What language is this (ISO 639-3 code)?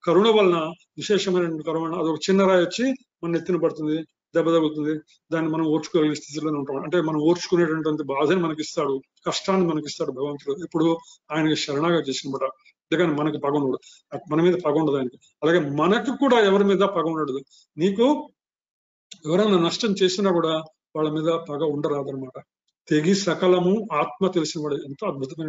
tel